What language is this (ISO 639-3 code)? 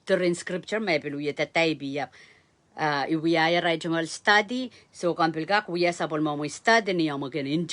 pon